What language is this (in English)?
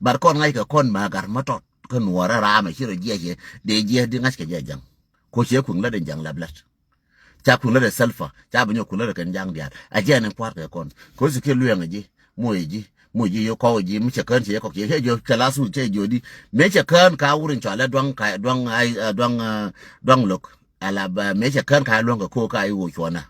Nuer